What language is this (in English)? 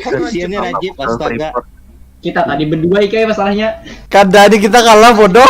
Banjar